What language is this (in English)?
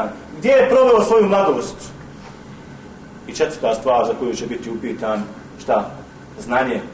Bosnian